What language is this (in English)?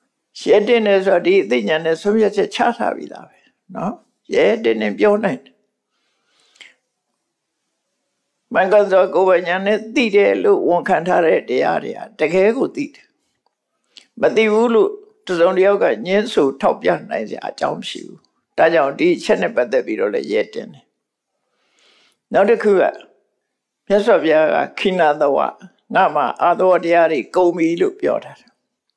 Burmese